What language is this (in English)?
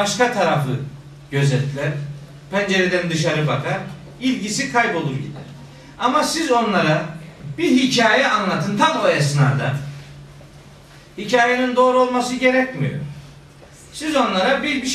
Turkish